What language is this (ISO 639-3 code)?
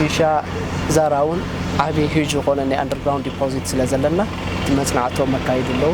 tir